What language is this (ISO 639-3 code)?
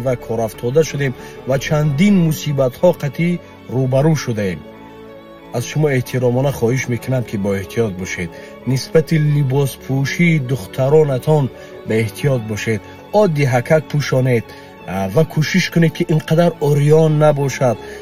tgk